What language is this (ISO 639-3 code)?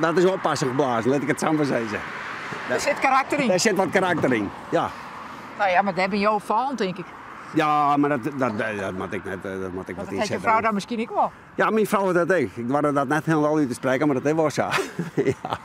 fry